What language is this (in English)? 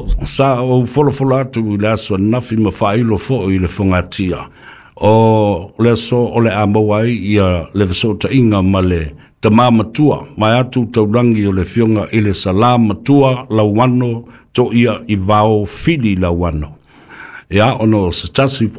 Samoan